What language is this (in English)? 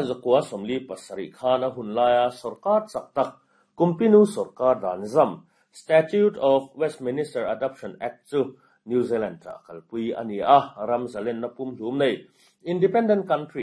Mizo